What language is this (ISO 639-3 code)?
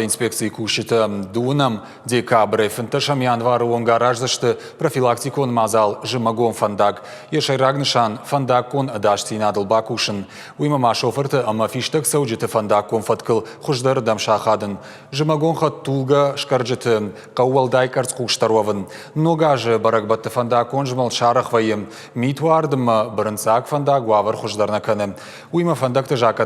oss